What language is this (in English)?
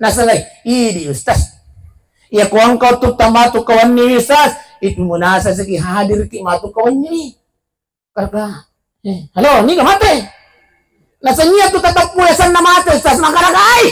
Buginese